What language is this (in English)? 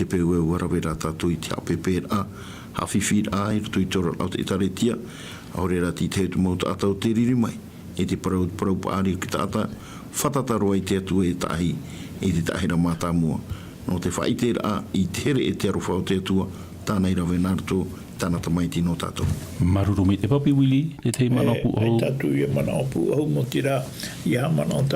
Tahitian